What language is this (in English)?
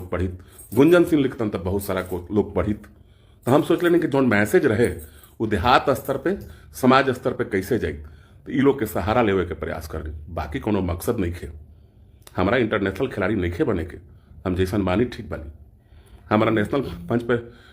Bhojpuri